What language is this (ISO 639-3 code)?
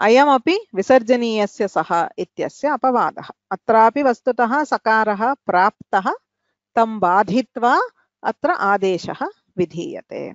san